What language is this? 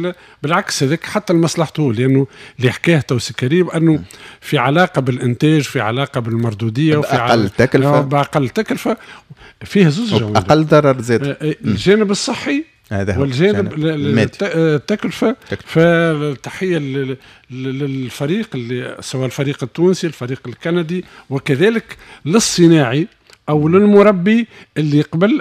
Tunisian Arabic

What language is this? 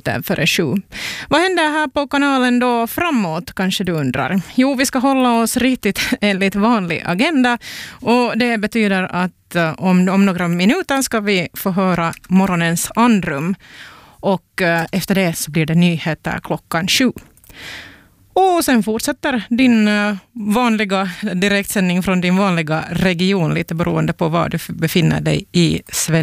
Swedish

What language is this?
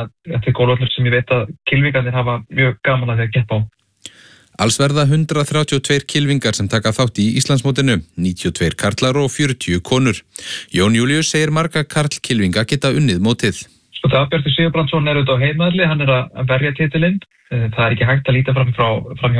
Icelandic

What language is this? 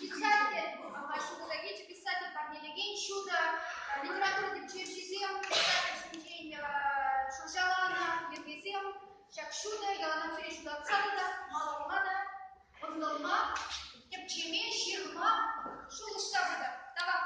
Chuvash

